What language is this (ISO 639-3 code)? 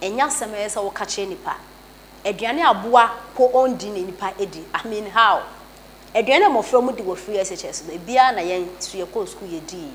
aka